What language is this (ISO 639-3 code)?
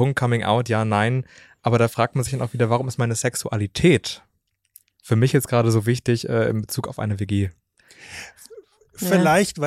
deu